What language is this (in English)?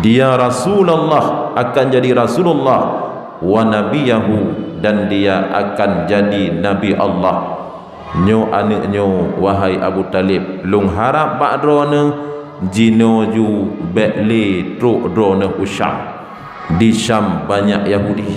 Achinese